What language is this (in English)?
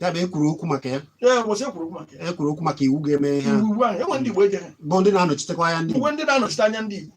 Igbo